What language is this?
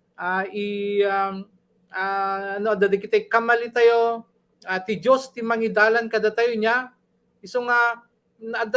Iloko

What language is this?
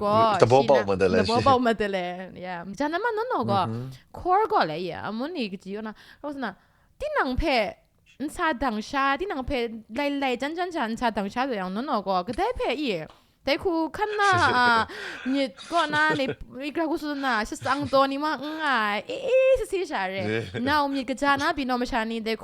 Kachin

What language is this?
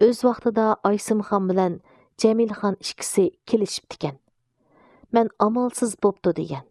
Uyghur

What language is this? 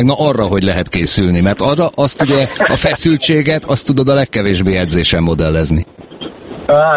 Hungarian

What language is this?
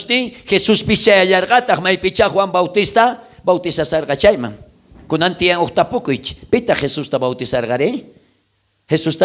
South Bolivian Quechua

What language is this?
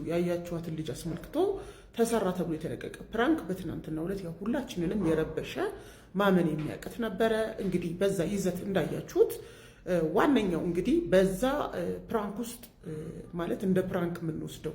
Amharic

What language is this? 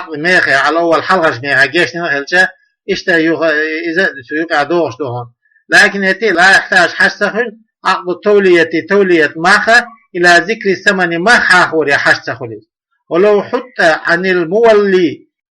Chechen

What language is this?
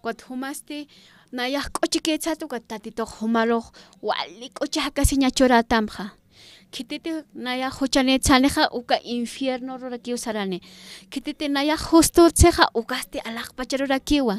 Aymara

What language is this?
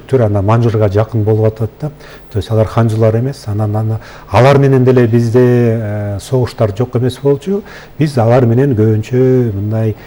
Kyrgyz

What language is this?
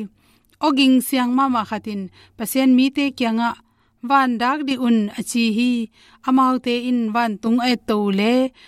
Tedim Chin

